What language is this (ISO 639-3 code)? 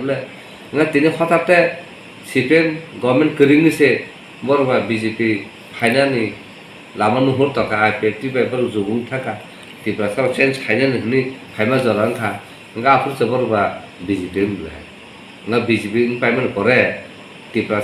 trp